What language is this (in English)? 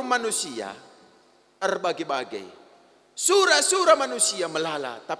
Batak Karo